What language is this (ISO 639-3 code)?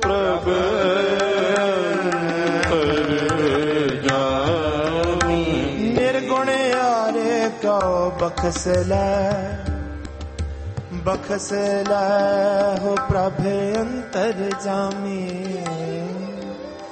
pan